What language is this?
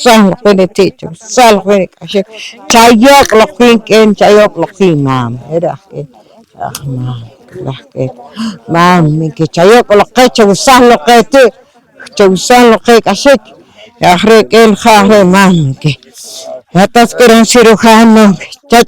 Poqomchi'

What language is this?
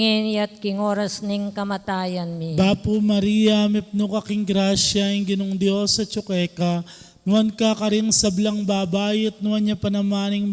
Pampanga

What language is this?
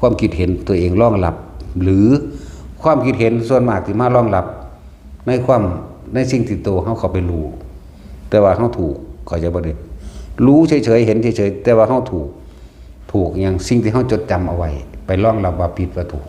Northeastern Thai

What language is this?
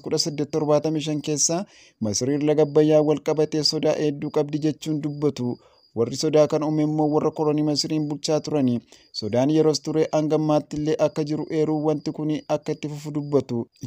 Oromo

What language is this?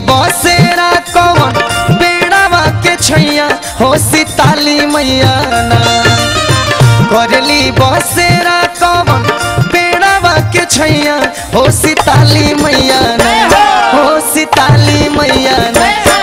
Bhojpuri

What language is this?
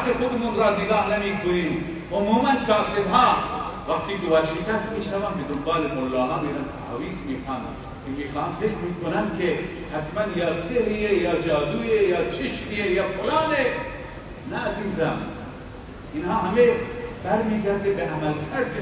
Persian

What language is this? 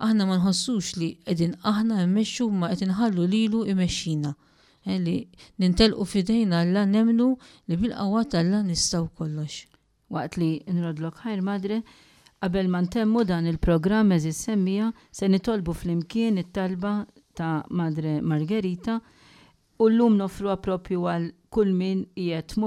Maltese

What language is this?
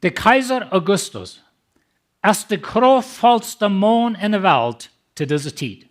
Plautdietsch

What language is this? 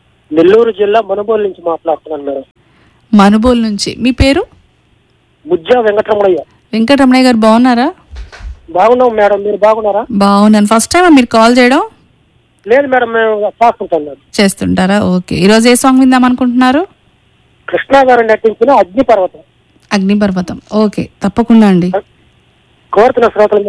Telugu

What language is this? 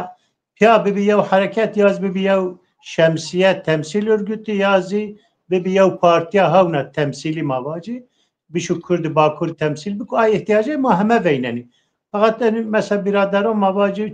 Zaza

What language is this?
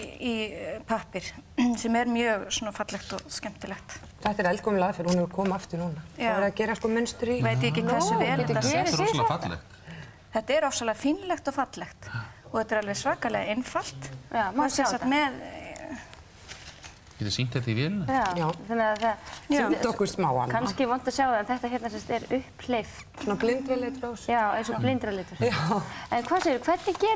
Icelandic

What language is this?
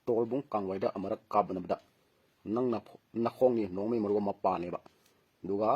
Manipuri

